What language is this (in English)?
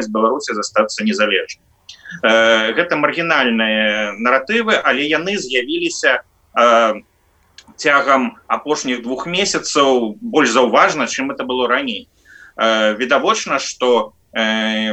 Belarusian